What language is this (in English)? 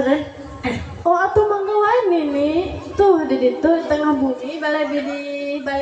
Sundanese